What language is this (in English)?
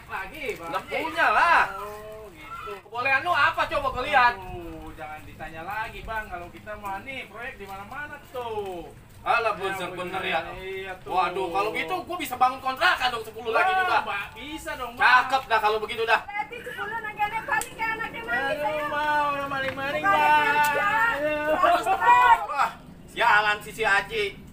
Betawi